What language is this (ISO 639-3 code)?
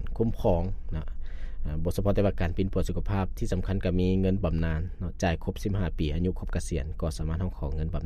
lao